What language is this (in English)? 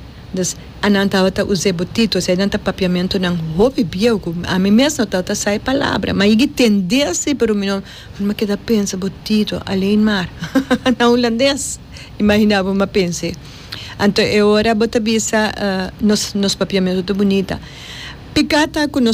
Papiamento